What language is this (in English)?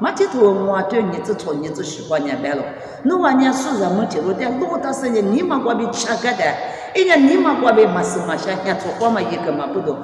Lisu